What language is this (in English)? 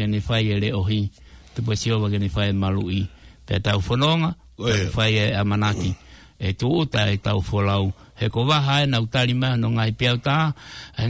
Tongan